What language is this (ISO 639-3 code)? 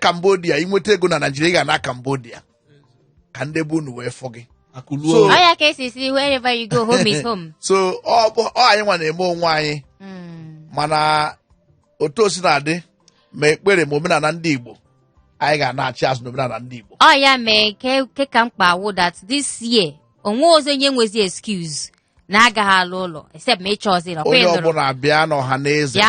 ibo